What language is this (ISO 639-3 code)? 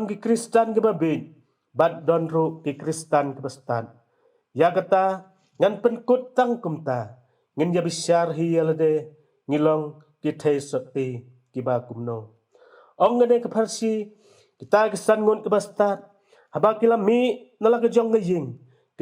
kha